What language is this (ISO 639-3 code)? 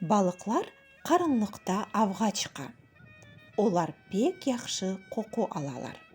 crh